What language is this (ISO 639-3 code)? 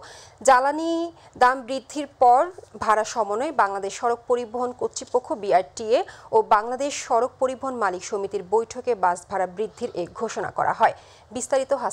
ben